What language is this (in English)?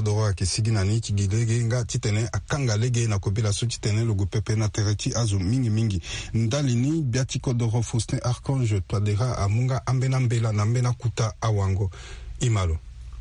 Sango